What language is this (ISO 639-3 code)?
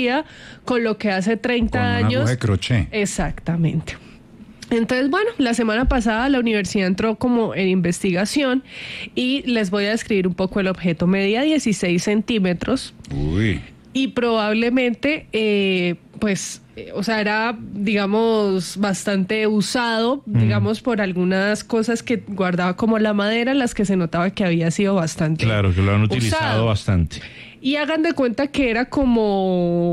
spa